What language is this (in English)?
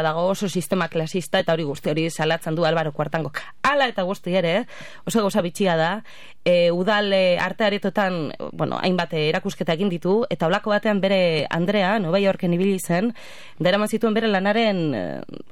Basque